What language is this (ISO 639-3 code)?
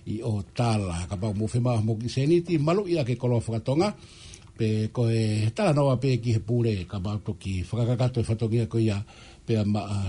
ton